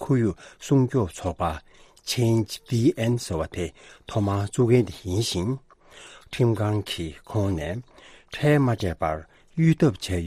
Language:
Tibetan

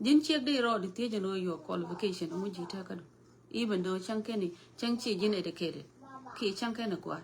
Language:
Nuer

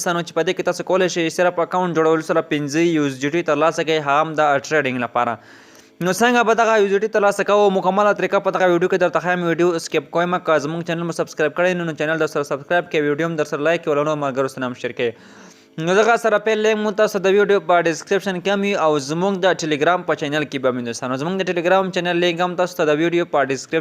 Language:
Pashto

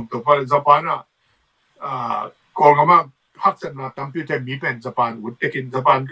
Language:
Tedim Chin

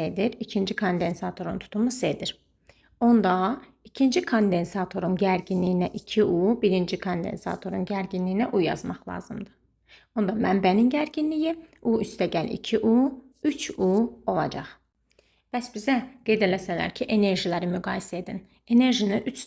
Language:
Azerbaijani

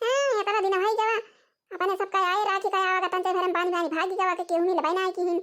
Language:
Awadhi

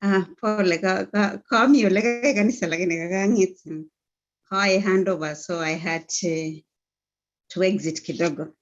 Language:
Kalenjin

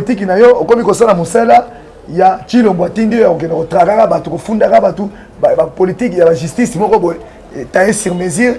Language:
Lingala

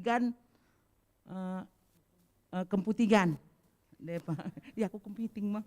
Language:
Batak Karo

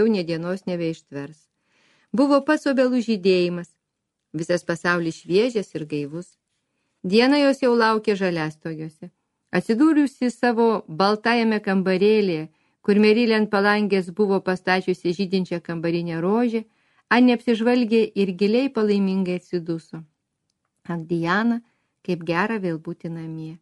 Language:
Lithuanian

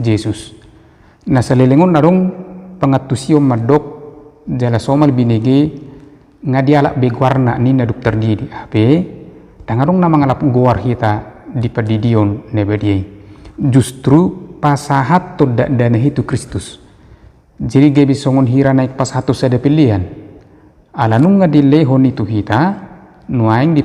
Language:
Batak Toba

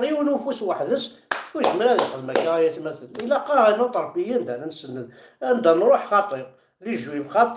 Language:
Kabyle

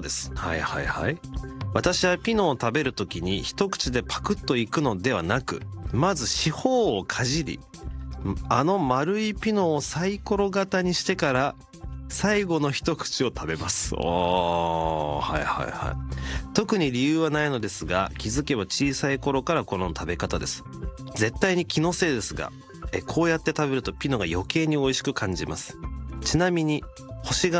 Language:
Japanese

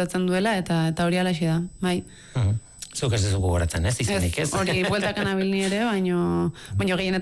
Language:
Basque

